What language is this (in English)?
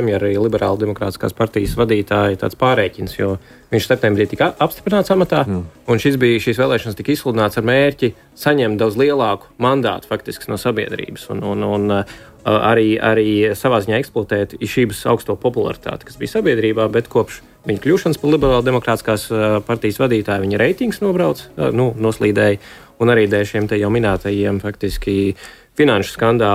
Latvian